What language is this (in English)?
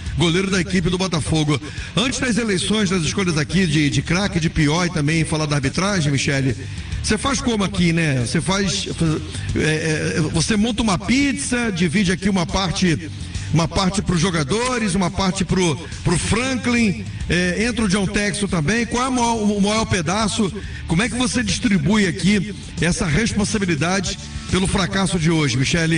Portuguese